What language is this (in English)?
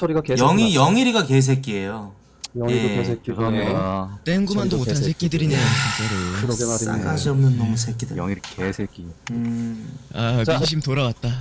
Korean